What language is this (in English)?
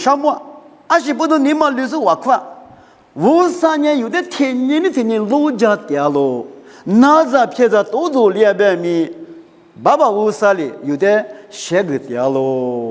Lisu